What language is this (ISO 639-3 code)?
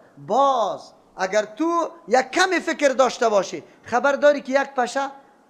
fas